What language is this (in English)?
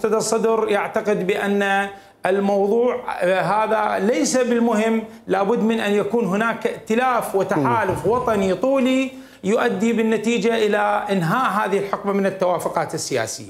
Mesopotamian Arabic